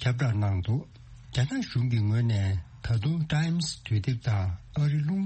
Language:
Tibetan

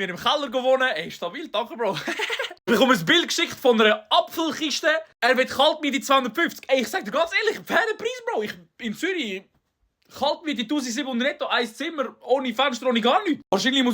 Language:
Swiss German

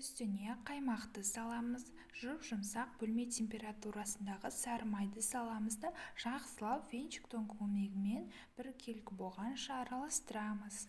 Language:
Kazakh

